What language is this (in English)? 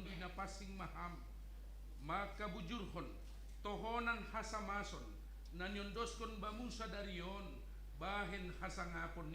Batak Simalungun